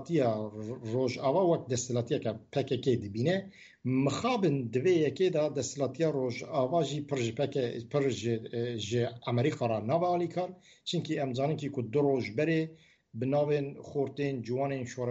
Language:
Kurdish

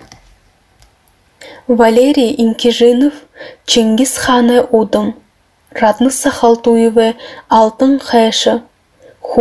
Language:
Buriat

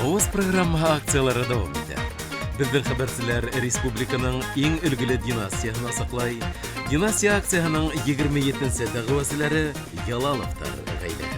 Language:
Bashkir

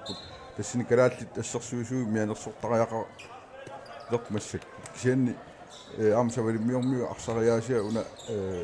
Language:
Kalaallisut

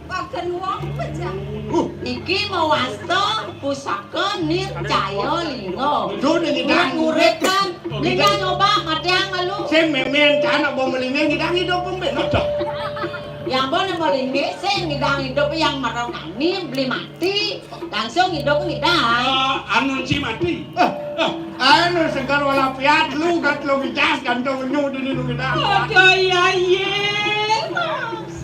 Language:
Balinese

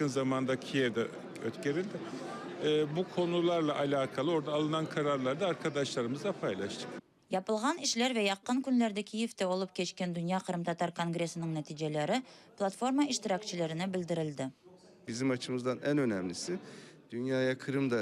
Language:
Crimean Tatar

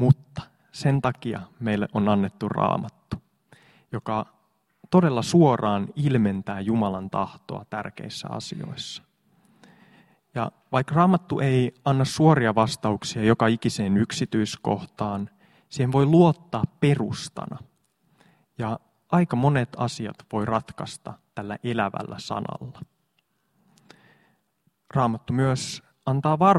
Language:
Finnish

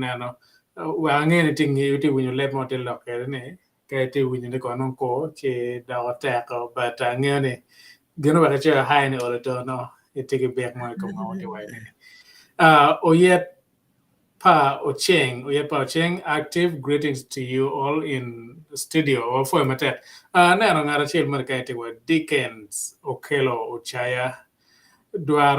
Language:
Acoli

